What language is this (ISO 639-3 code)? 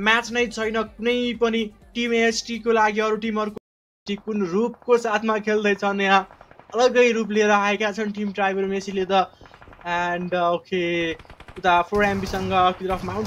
nep